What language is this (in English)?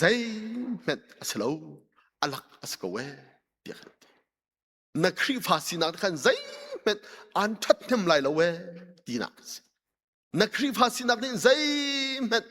Hakha Chin